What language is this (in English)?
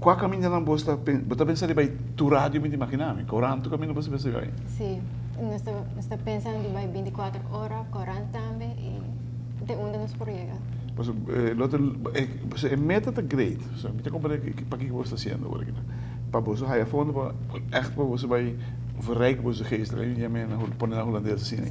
Papiamento